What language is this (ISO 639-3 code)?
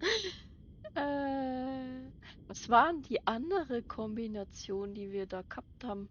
bar